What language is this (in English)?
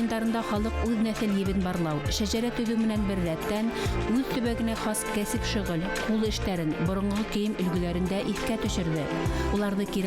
Bashkir